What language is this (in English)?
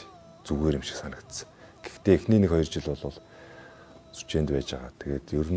Mongolian